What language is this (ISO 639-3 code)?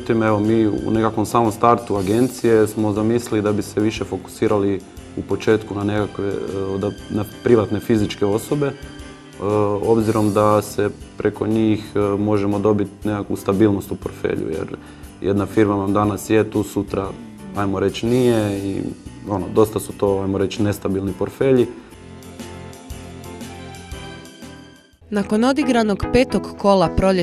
hrv